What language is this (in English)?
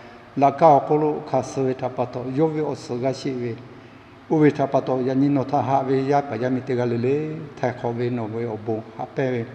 Lahu